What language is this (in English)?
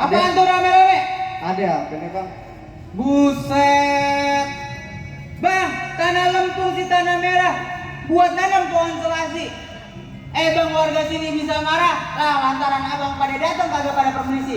Betawi